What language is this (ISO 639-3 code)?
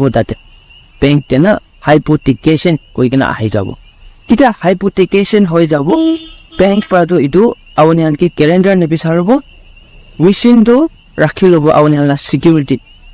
nag